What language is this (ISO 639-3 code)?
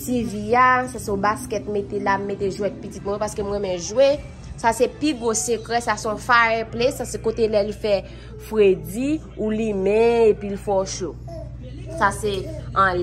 hat